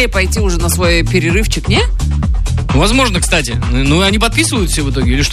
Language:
Russian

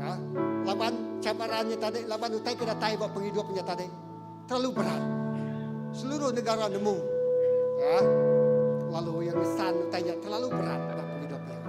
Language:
Iban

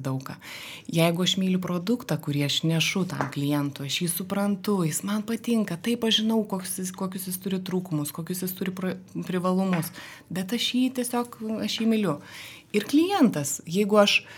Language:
Lithuanian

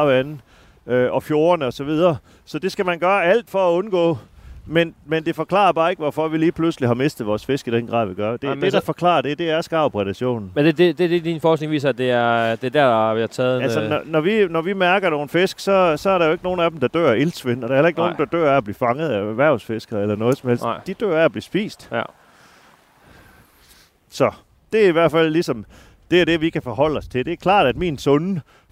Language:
Danish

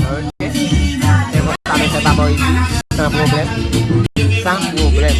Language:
Haitian Creole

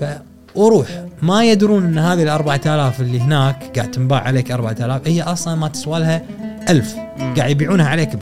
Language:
Gulf Arabic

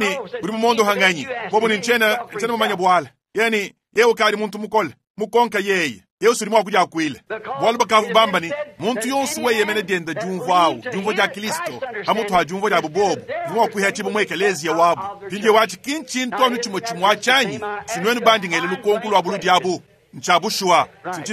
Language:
Luba-Lulua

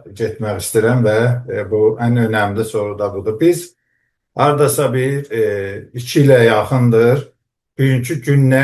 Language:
South Azerbaijani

